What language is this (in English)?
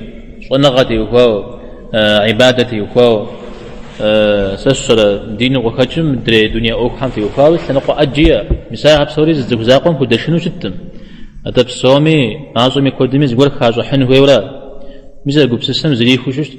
Kabardian